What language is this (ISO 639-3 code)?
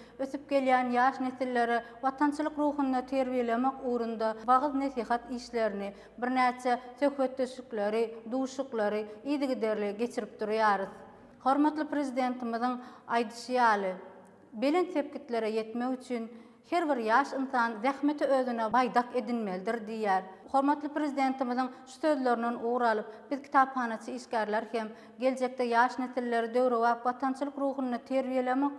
tuk